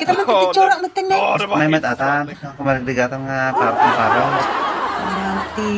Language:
Iloko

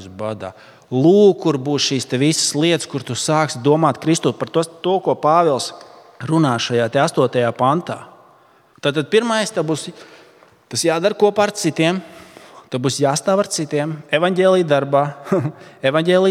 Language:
Latvian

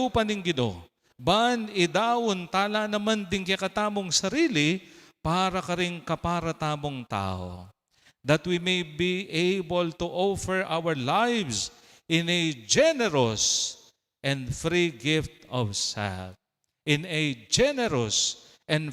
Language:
Pampanga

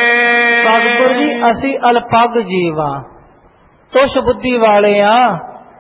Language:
Punjabi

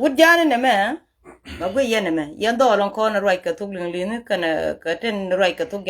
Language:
Nuer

